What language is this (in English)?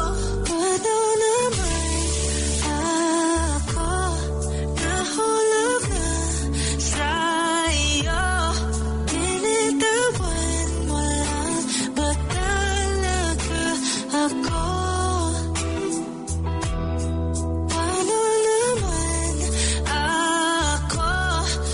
Filipino